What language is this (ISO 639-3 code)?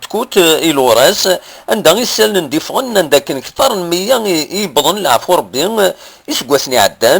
kab